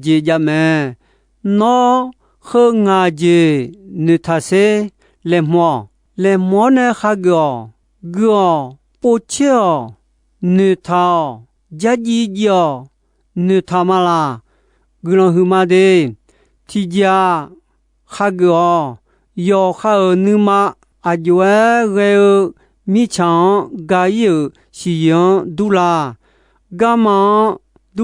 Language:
Akha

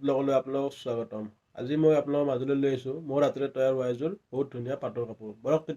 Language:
Assamese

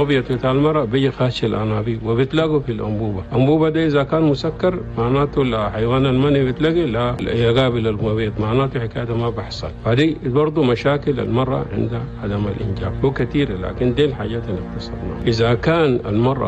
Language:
Chadian Arabic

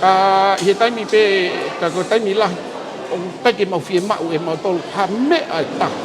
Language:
Tongan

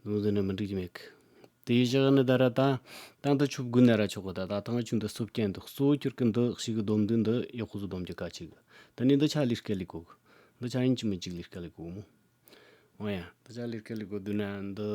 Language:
Tibetan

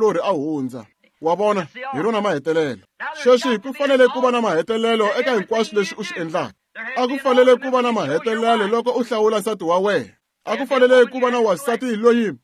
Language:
Tsonga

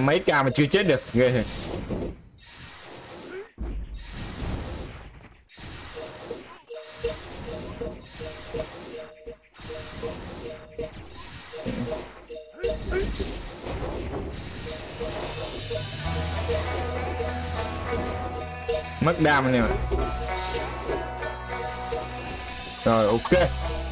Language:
Vietnamese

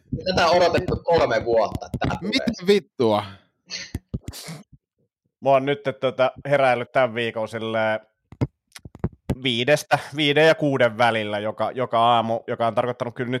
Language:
Finnish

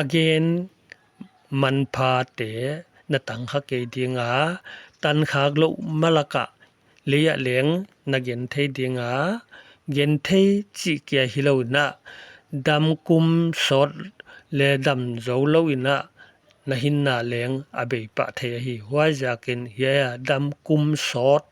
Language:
Paite Chin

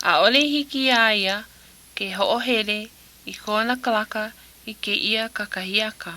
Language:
Hawaiian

